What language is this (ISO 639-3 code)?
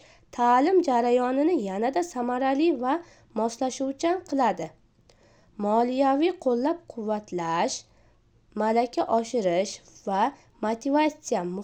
uzb